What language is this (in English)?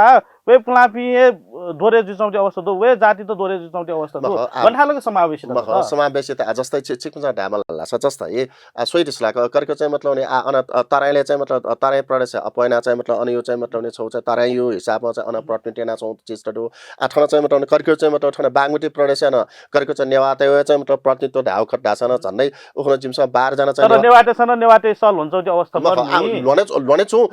Newari